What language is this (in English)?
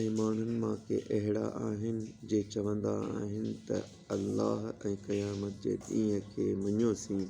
Sindhi